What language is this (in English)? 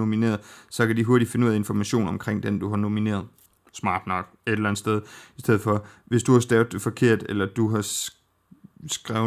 Danish